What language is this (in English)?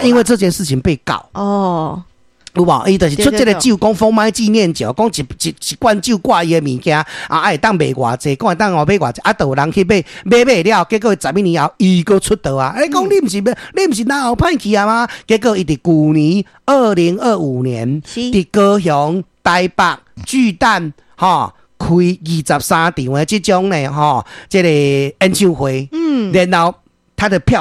Min Nan Chinese